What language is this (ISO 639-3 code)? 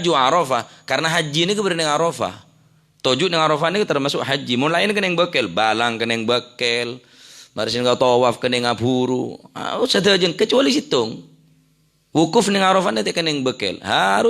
mad